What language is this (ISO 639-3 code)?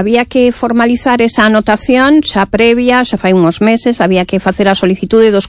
glg